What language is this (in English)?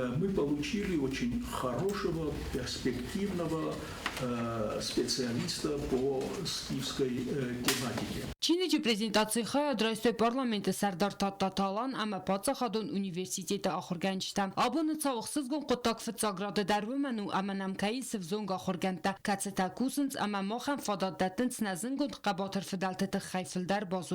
Ossetic